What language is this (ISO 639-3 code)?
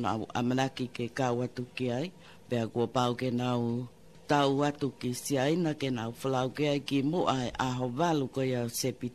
ton